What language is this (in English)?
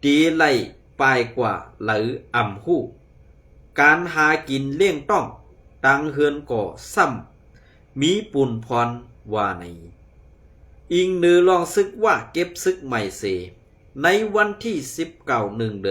Shan